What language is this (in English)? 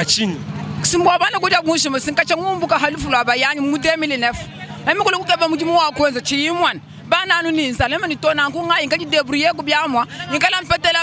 Luba-Lulua